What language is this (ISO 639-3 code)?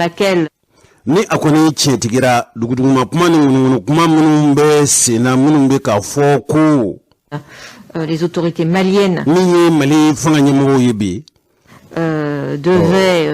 bam